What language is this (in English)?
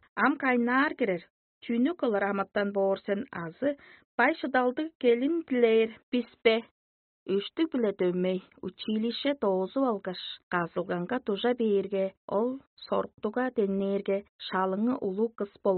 Tuvinian